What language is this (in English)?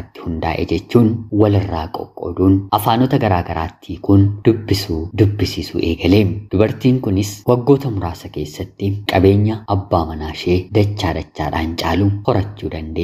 Oromo